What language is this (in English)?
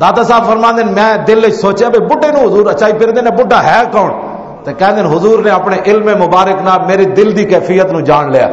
Western Panjabi